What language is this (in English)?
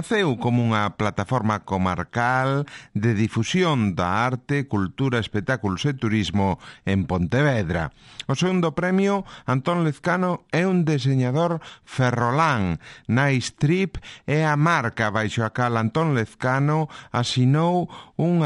Galician